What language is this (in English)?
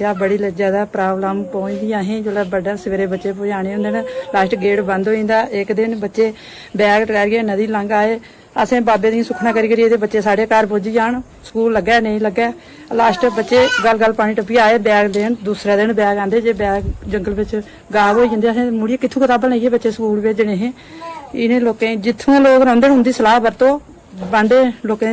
Dogri